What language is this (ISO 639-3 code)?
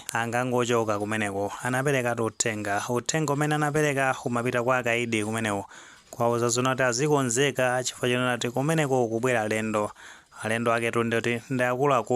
nya